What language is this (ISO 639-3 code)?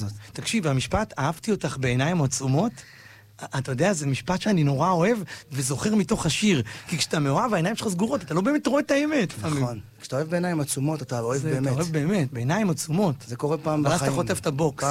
heb